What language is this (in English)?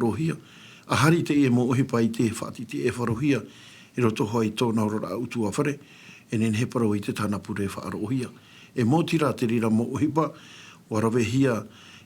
Tahitian